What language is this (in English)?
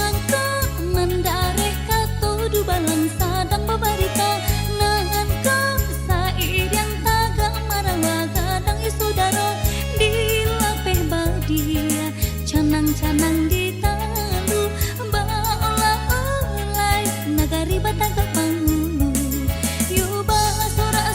Minangkabau